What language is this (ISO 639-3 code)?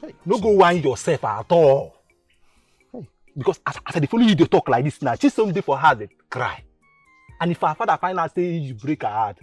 pcm